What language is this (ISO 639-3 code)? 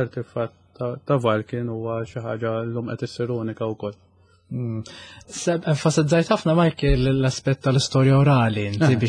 mlt